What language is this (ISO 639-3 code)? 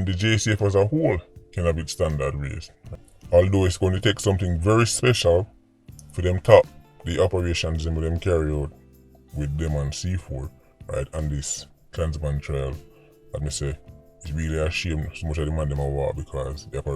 jam